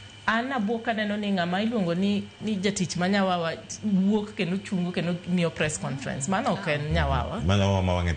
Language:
Luo (Kenya and Tanzania)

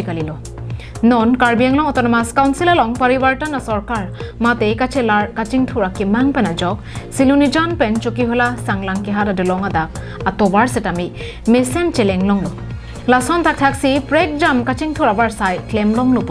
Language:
Karbi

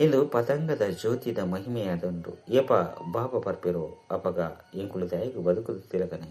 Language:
Tulu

